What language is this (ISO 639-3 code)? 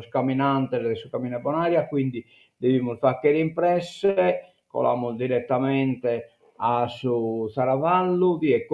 srd